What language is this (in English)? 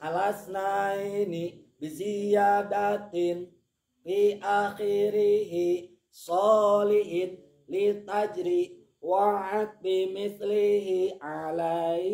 Sundanese